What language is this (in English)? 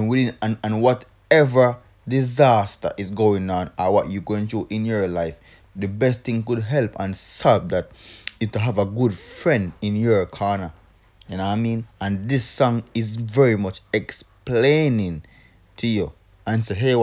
Jamaican Creole English